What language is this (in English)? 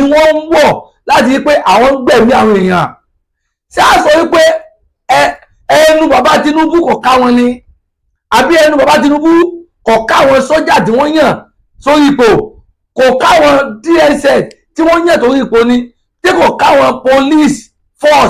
Yoruba